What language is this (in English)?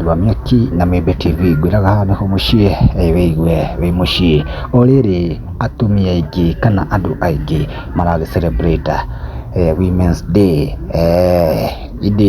Kikuyu